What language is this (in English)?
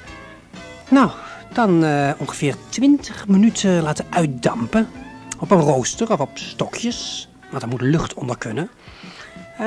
Dutch